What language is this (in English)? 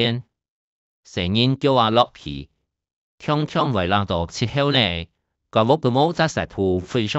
Hakka Chinese